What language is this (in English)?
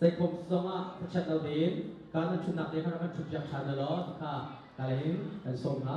Hakha Chin